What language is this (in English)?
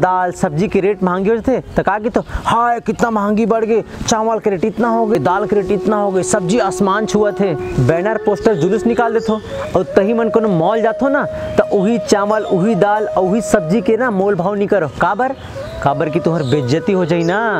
Chhattisgarhi